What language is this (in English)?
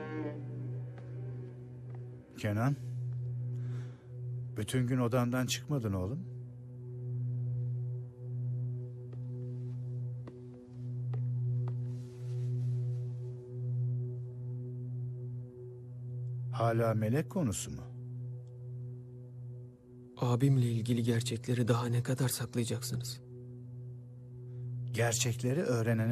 Turkish